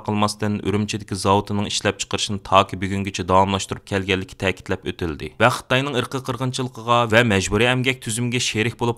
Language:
Uyghur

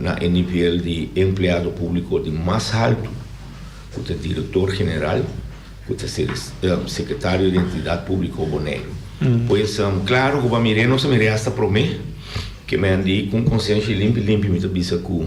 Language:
Papiamento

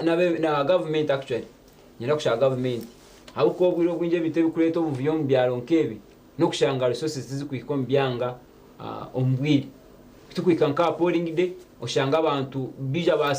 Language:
Nyankole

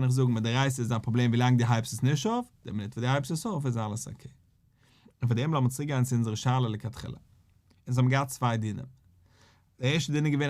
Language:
Yiddish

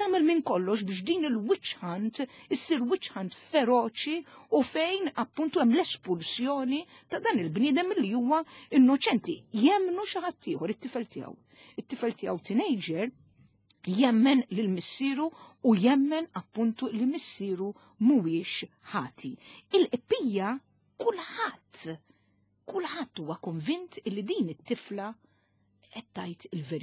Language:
Maltese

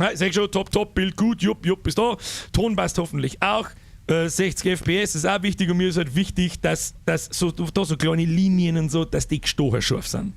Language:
Bavarian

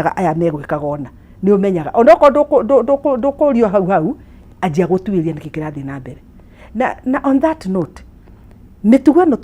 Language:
Kikuyu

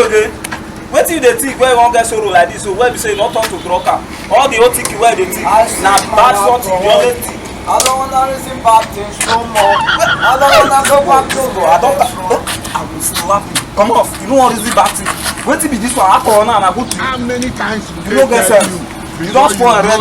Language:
Nigerian Pidgin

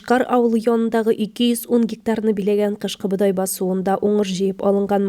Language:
Tatar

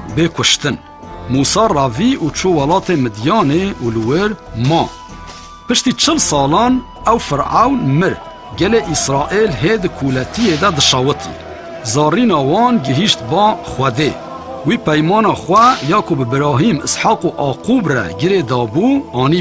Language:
Kurdish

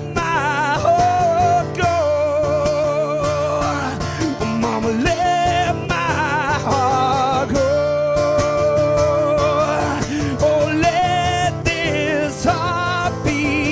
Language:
English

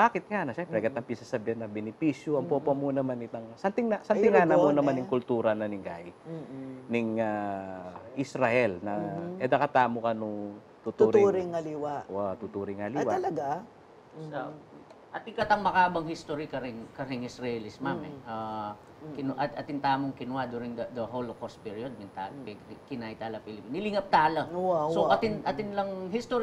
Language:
Pampanga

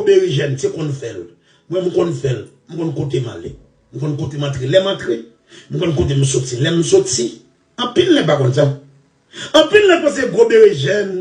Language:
Haitian Creole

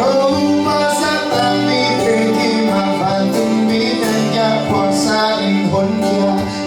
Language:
Tedim Chin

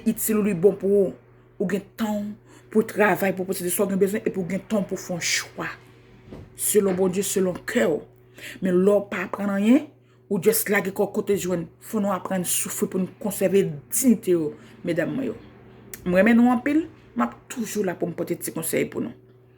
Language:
Haitian Creole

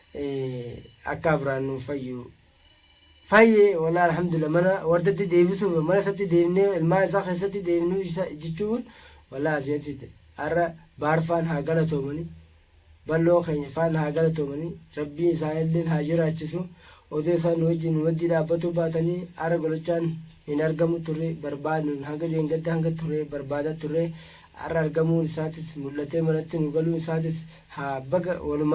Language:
Oromo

